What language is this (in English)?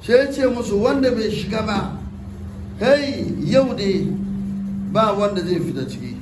Hausa